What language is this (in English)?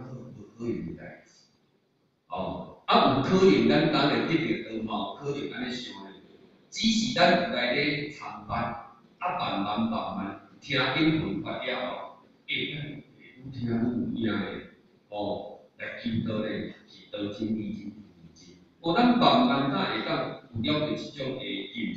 Min Nan Chinese